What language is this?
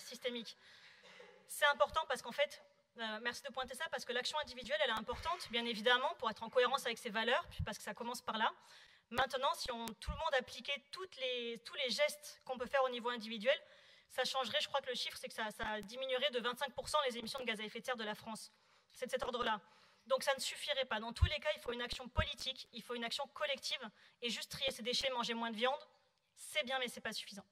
French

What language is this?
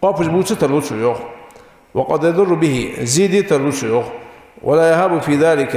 Ingush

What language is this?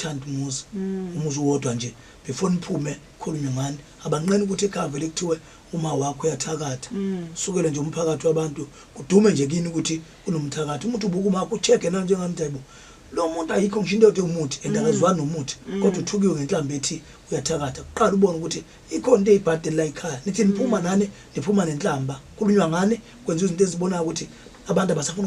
Zulu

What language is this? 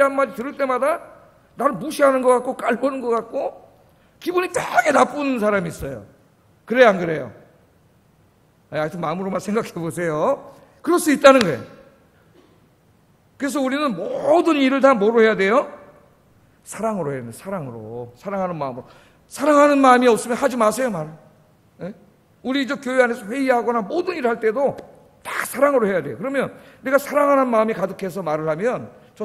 Korean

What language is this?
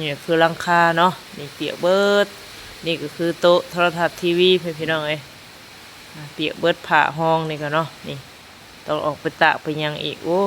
Lao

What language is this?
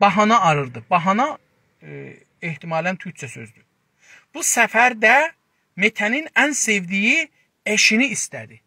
South Azerbaijani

